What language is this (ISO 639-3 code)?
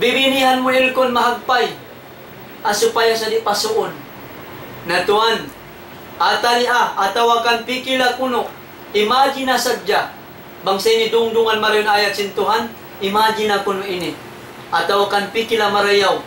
tsg